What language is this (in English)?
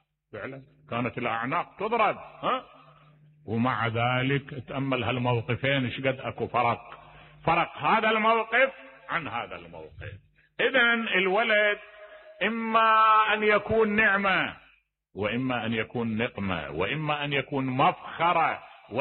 Mesopotamian Arabic